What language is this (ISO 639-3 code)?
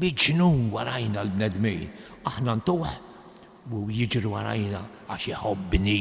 mlt